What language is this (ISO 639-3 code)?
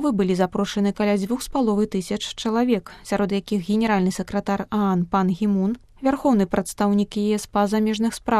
bel